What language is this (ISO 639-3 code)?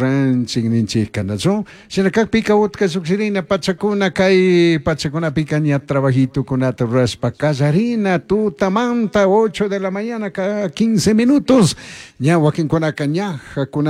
qug